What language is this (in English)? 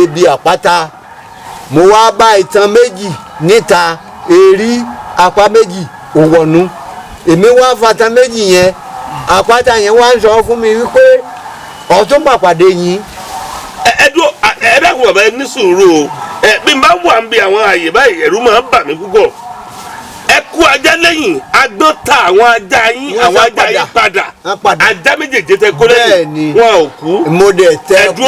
Yoruba